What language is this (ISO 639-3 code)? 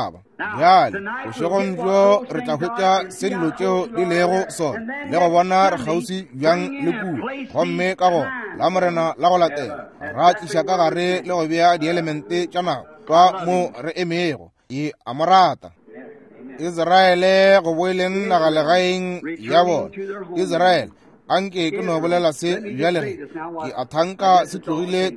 nso